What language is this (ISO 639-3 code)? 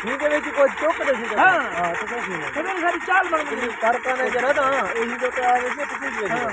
skr